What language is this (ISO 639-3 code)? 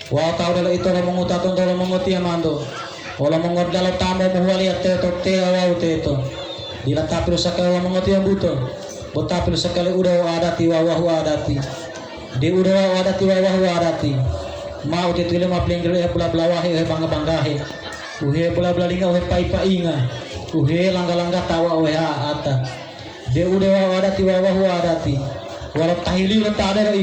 gor